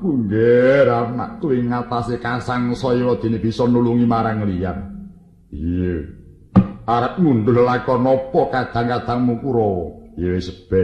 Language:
Javanese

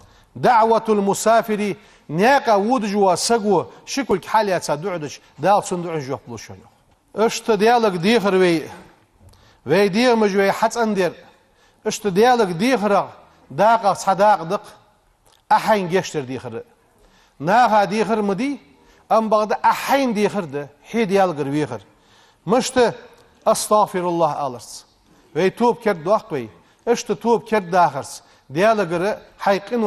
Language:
Ingush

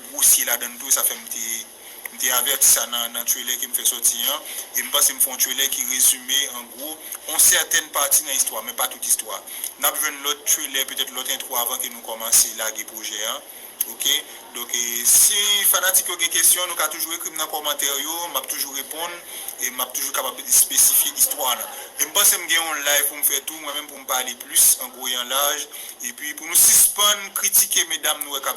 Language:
Haitian Creole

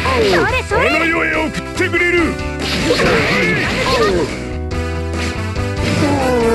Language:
Japanese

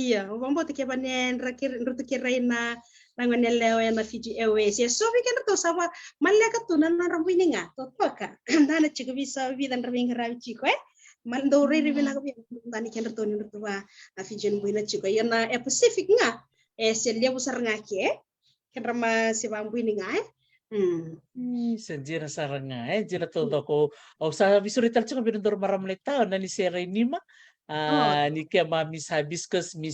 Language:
Fijian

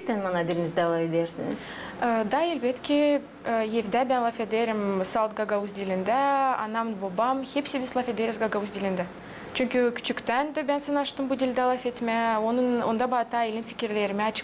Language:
Gagauz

